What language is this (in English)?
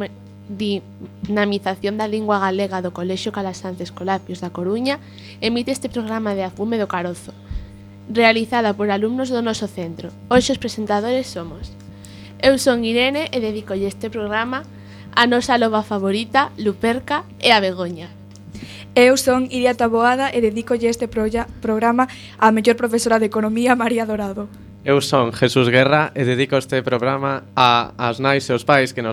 Galician